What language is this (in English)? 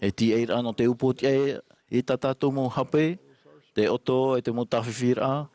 Tahitian